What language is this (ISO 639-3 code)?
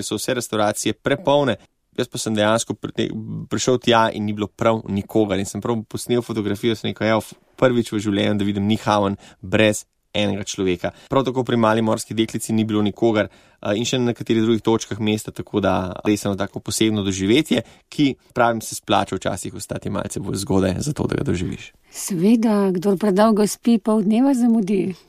slv